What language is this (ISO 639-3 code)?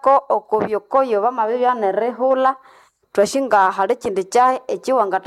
nnb